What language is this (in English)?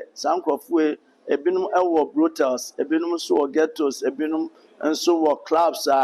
Akan